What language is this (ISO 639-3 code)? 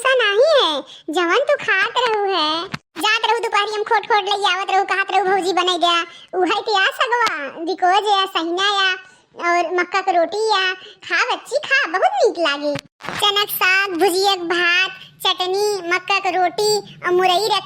awa